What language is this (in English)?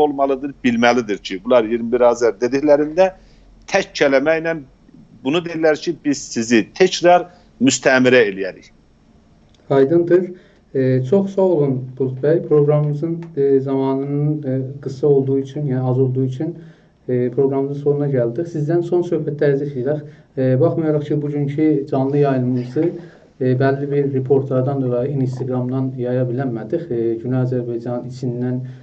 South Azerbaijani